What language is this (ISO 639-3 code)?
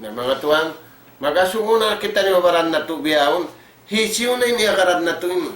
tsg